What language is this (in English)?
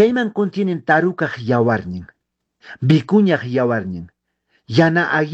Quechua